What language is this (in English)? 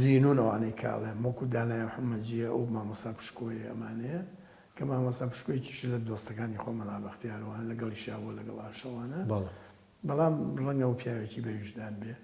Central Kurdish